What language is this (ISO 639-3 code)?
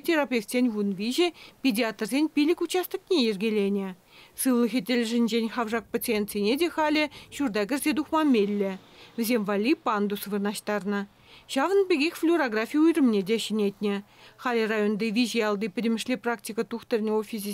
chv